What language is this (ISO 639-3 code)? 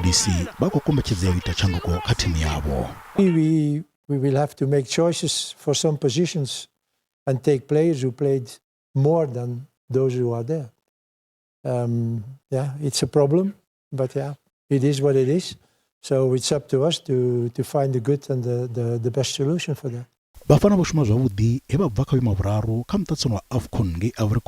ven